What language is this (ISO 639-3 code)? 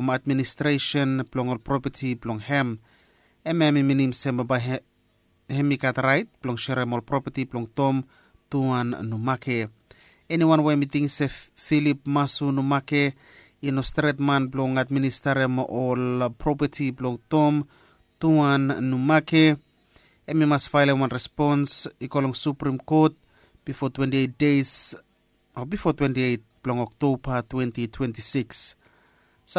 bis